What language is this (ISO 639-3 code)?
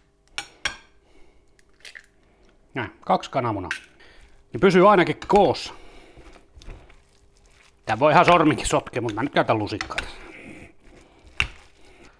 fin